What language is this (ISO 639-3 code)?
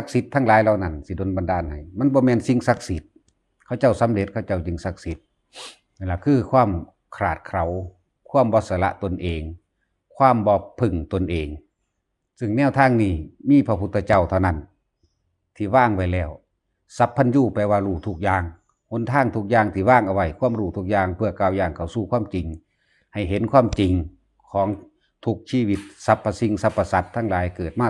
tts